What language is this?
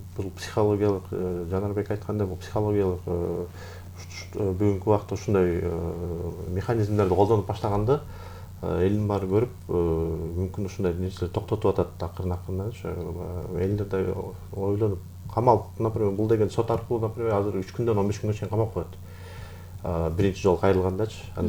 Kyrgyz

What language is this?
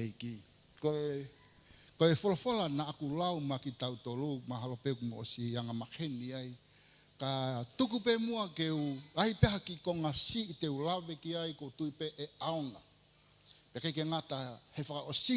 Tongan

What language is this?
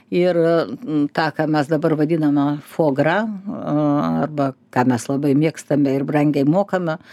Lithuanian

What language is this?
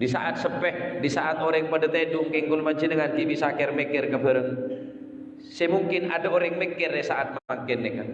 Madurese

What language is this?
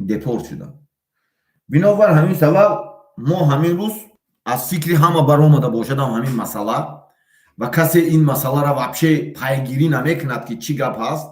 Tajik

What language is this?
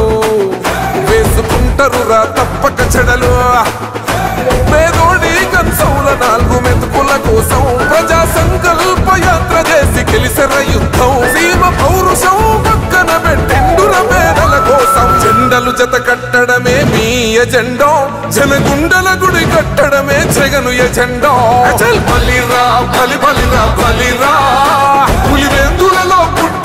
Telugu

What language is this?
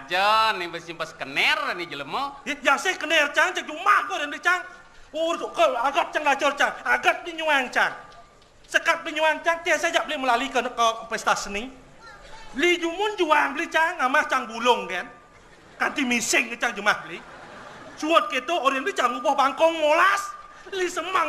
Balinese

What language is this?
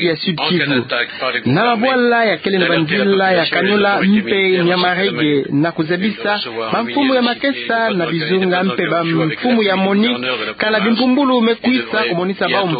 Kituba (Democratic Republic of Congo)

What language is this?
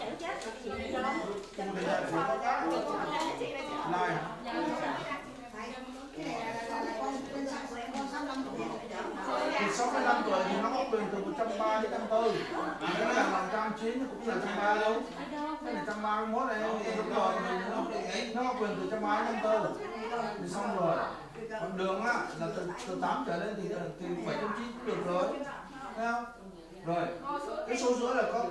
Vietnamese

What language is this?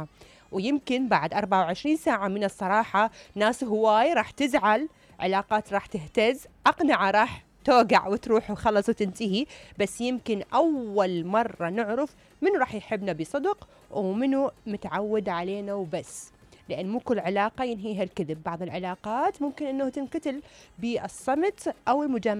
Mesopotamian Arabic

